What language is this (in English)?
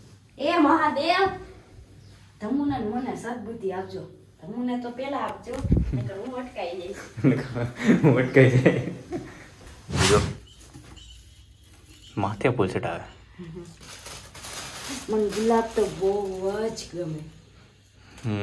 Gujarati